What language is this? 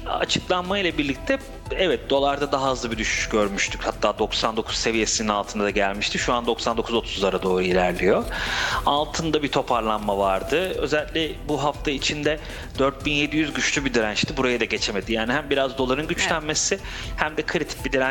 Turkish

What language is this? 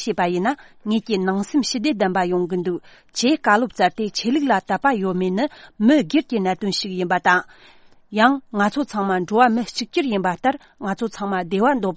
Tibetan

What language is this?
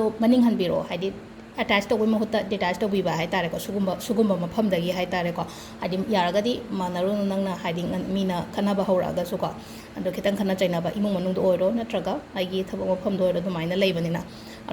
Manipuri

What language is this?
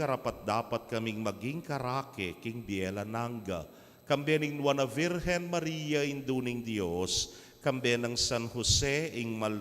Pampanga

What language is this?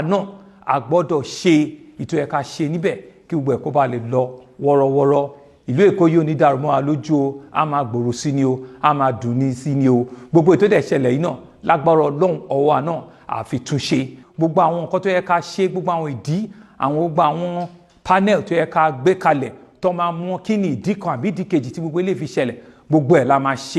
Yoruba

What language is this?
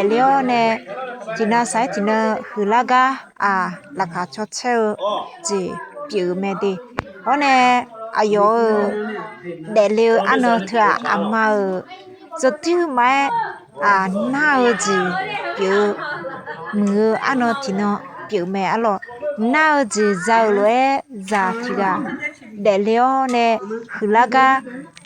Akha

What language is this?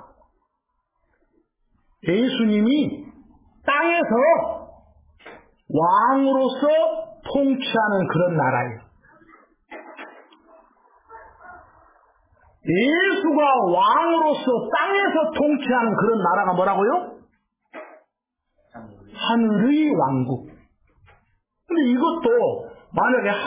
Korean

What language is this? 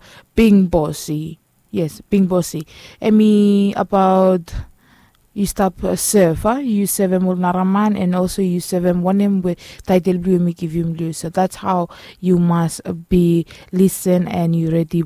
Bislama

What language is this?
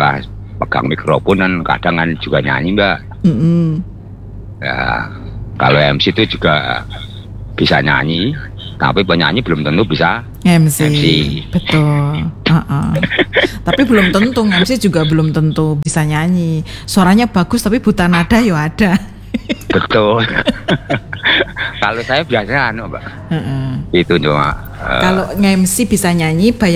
Indonesian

